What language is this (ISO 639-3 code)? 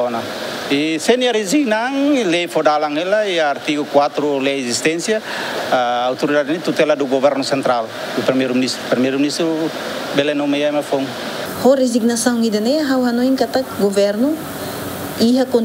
tet